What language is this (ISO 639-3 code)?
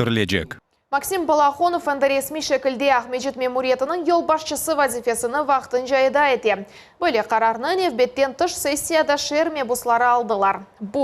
crh